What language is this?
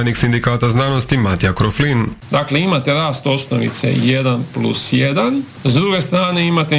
Croatian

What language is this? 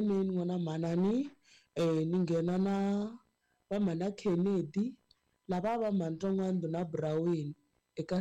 Tsonga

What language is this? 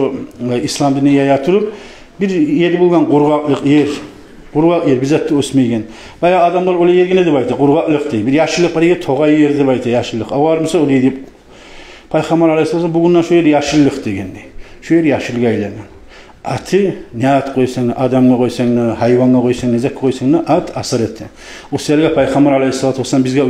Kumyk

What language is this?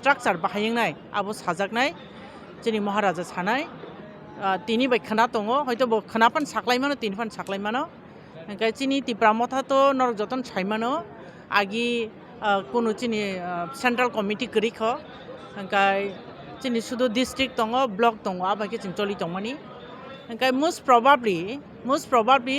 Kok Borok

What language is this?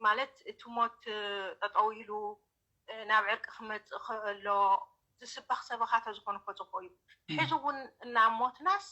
Tigrinya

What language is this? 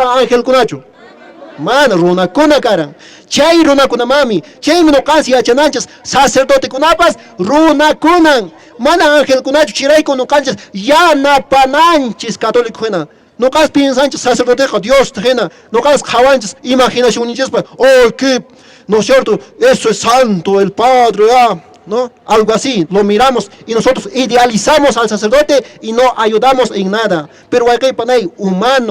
Quechua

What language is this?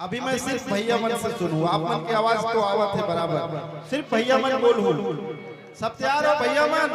Chhattisgarhi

